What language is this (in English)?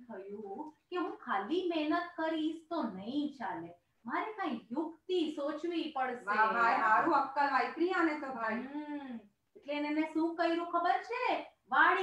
Gujarati